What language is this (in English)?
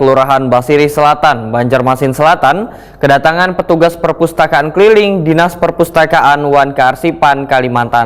Banjar